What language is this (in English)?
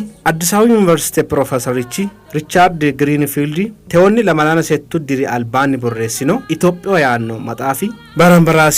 Sidamo